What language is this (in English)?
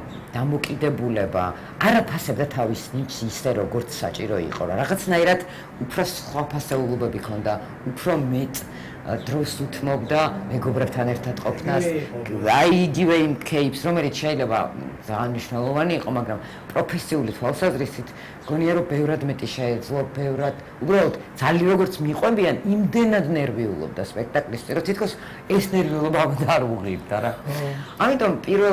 Georgian